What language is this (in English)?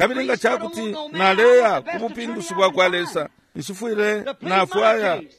Bemba